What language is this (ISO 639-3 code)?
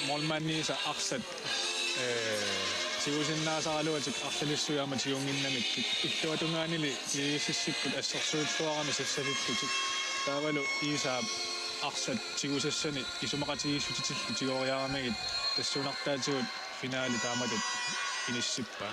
kal